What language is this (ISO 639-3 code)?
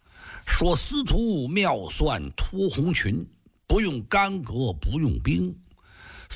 zho